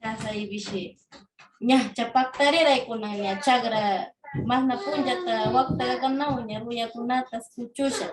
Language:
Northern Pastaza Quichua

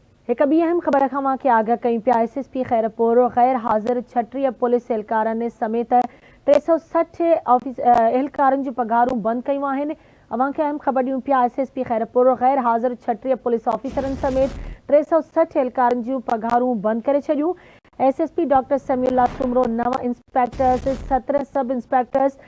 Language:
Sindhi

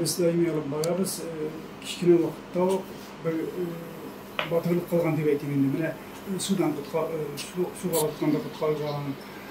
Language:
Tatar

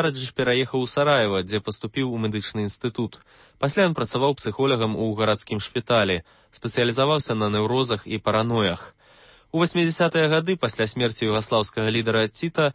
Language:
Belarusian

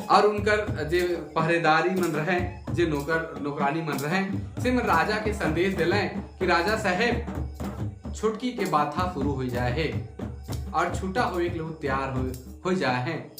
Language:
Sadri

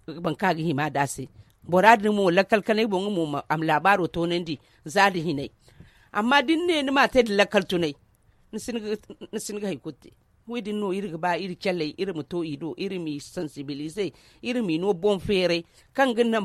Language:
Zarma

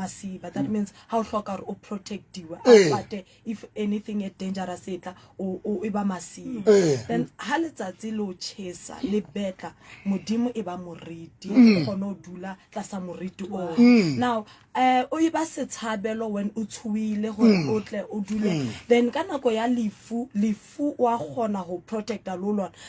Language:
Southern Sotho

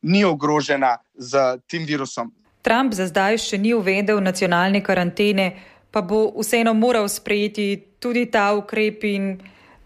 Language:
Slovenian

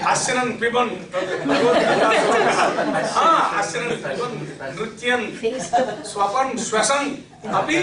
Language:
Sanskrit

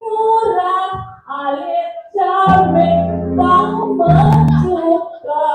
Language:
Balinese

